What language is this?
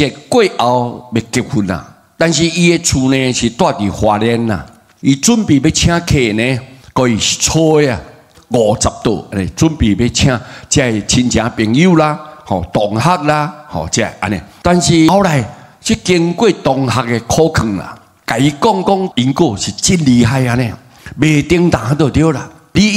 Min Nan Chinese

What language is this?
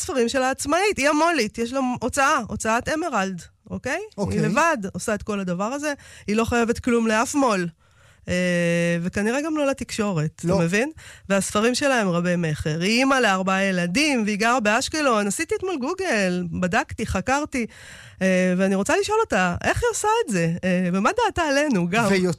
Hebrew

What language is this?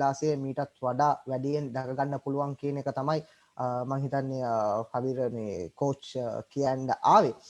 Sinhala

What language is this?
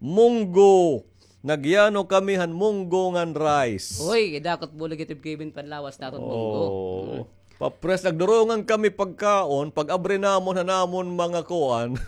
Waray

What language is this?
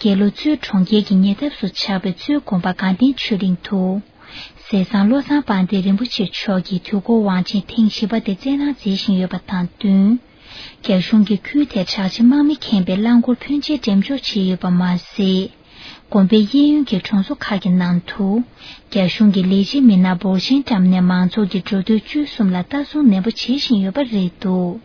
Tibetan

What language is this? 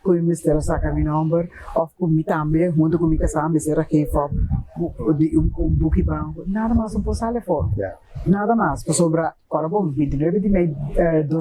Papiamento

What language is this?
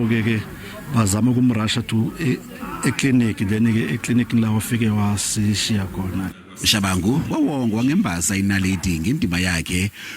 Zulu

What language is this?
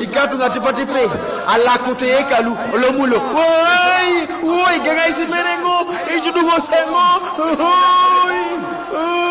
Teso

